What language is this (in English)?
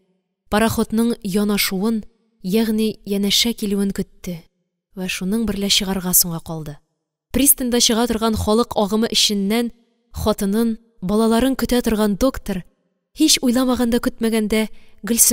Tatar